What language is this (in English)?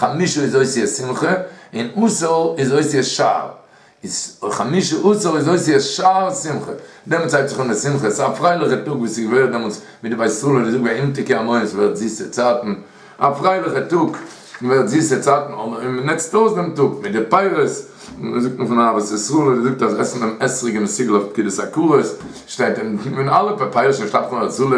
Yiddish